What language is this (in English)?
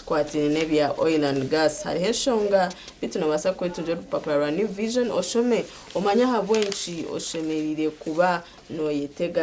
Nyankole